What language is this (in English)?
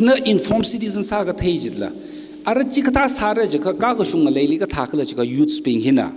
Tangkhul Naga (India)